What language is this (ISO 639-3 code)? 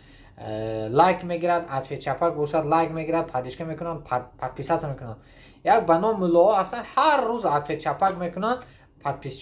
tgk